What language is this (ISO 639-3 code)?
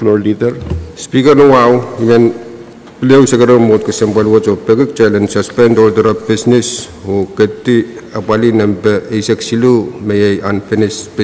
pon